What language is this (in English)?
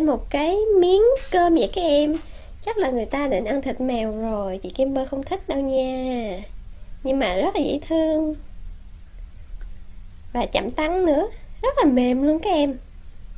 Vietnamese